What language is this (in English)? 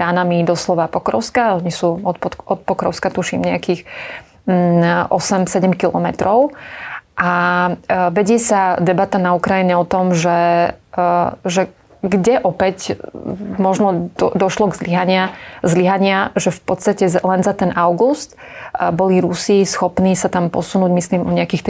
Slovak